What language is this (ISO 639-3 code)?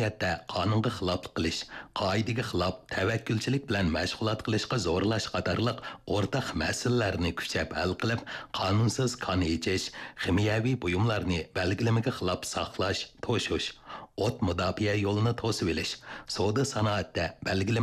uig